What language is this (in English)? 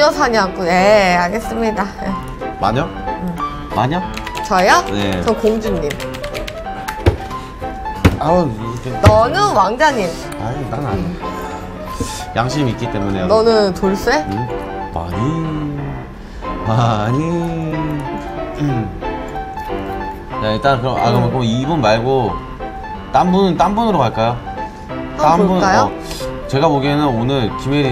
Korean